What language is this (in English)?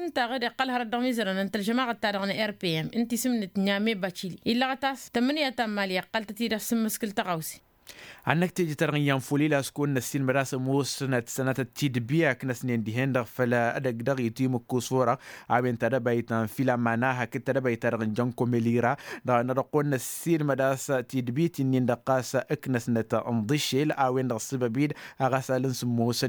Tamasheq